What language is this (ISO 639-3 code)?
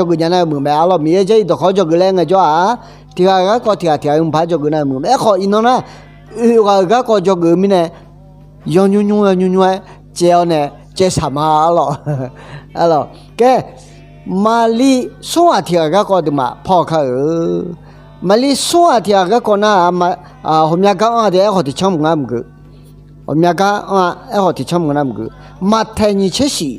ahk